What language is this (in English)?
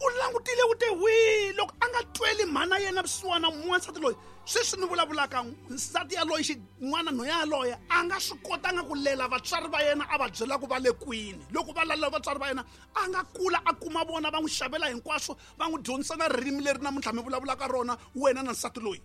Tsonga